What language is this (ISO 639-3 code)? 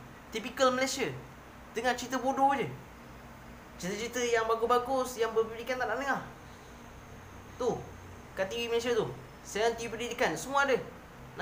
msa